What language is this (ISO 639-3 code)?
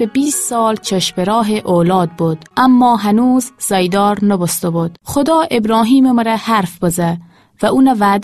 glk